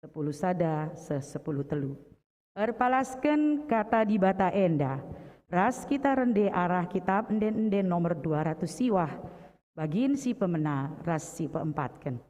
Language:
Batak Karo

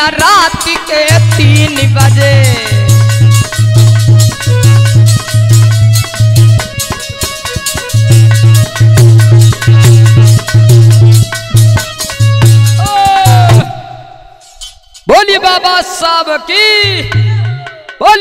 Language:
Hindi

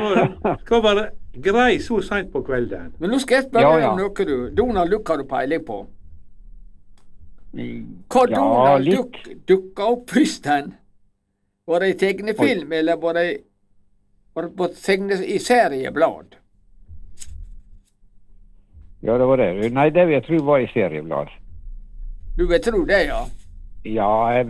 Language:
Norwegian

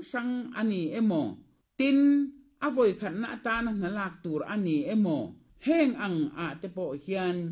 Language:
Mizo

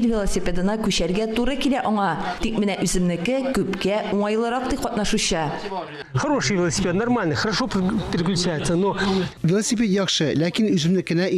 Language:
Tatar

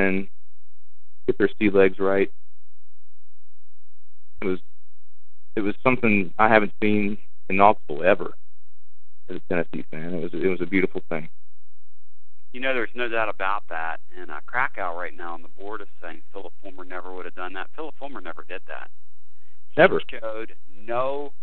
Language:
English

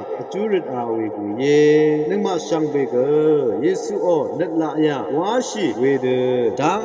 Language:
Rawang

